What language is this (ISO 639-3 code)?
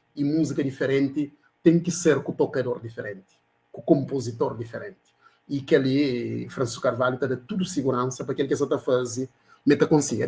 kea